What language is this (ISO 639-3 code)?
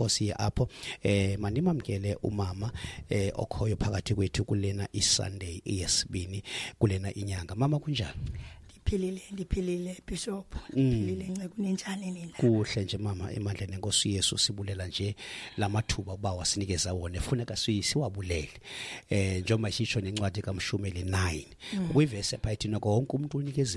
xho